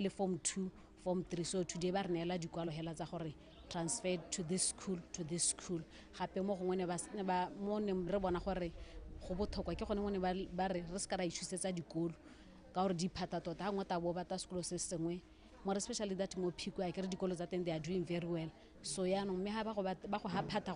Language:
Tswana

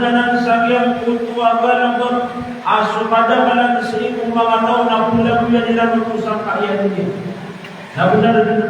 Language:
Maranao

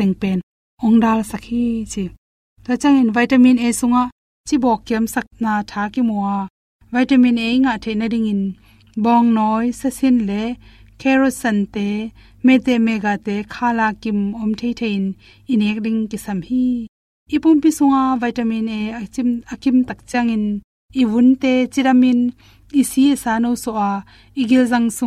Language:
Tedim Chin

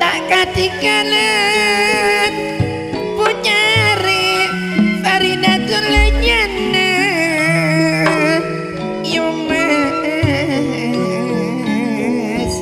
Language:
Madurese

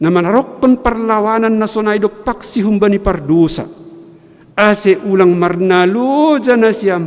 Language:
Batak Simalungun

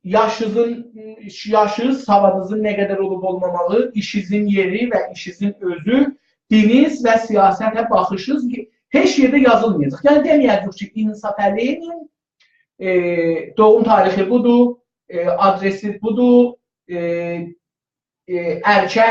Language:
South Azerbaijani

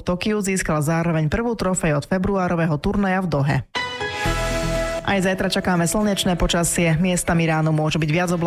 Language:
Slovak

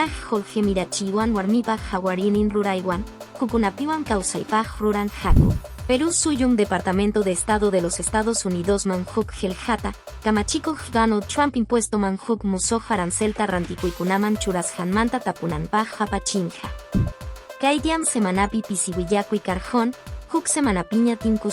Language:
Quechua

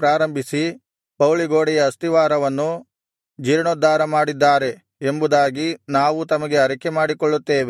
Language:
Kannada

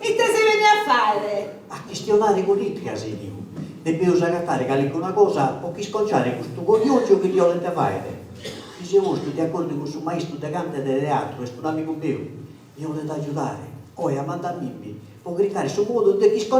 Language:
Sardinian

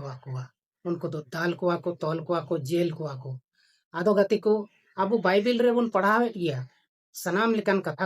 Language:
Santali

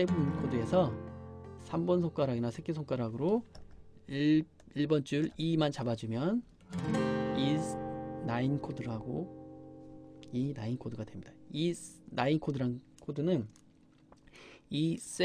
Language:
Korean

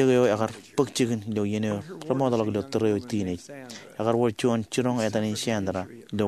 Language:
Marshallese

